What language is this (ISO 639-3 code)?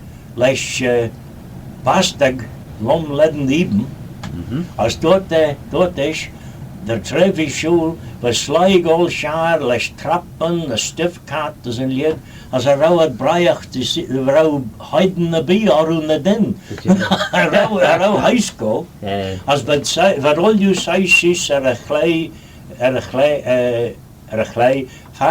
glv